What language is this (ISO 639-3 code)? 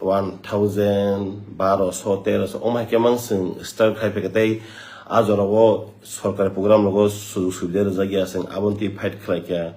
trp